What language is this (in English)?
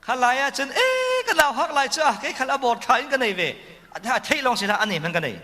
Falam Chin